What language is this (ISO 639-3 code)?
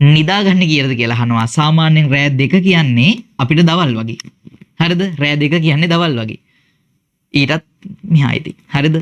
sin